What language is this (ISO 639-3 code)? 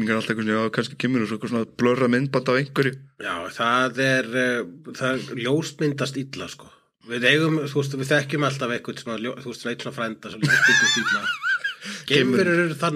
isl